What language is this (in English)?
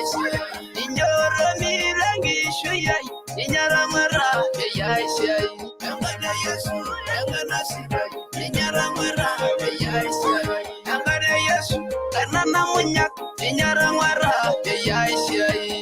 Masai